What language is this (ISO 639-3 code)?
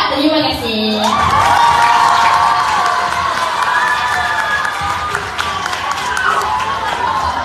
msa